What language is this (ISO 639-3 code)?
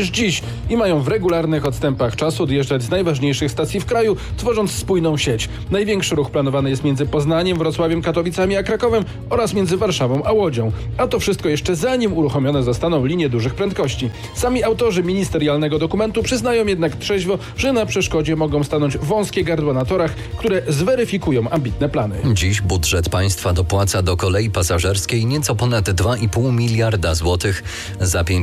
pol